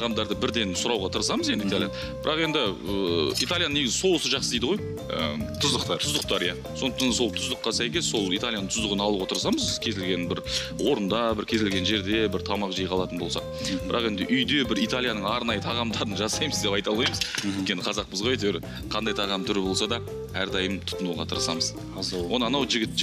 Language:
Kazakh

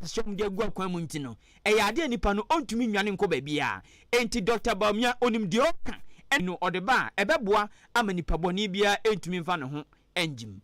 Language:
Akan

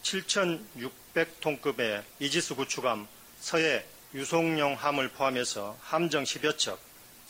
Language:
Korean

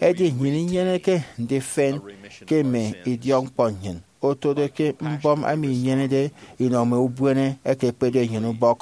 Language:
Efik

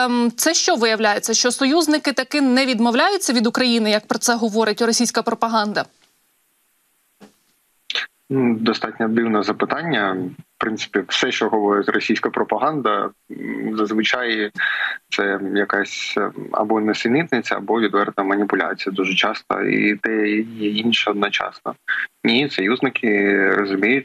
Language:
Ukrainian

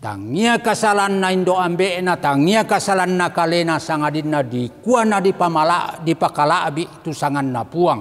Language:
Toraja-Sa'dan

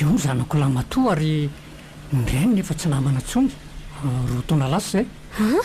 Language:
Malagasy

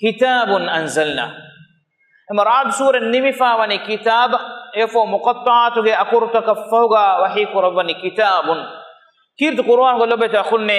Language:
Divehi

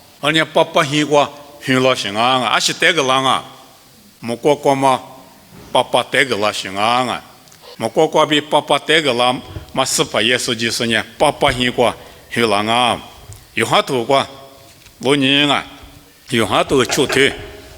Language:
Lisu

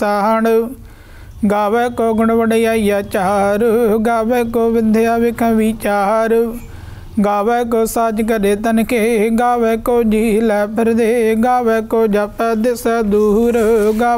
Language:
Punjabi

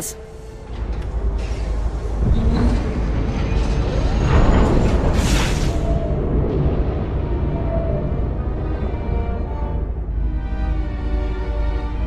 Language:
German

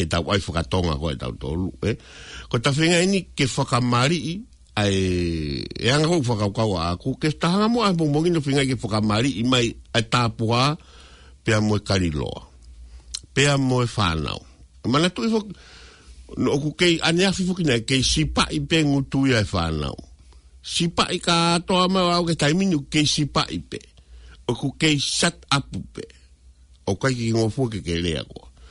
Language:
Tongan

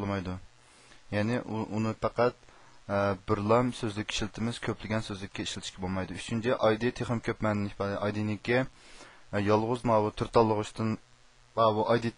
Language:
Uyghur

